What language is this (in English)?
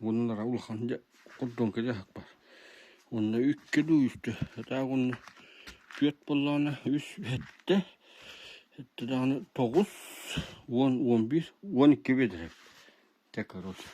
Yakut